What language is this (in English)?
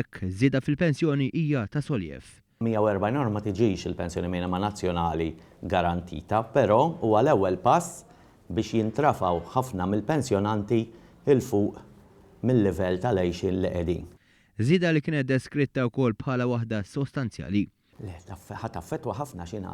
Maltese